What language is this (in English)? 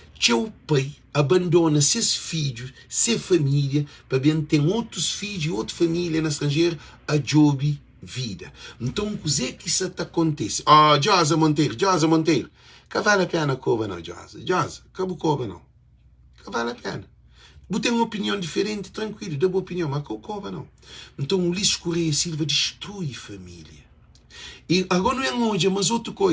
Kabuverdianu